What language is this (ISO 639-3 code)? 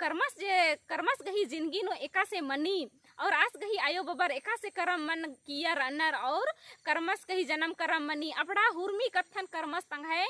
kru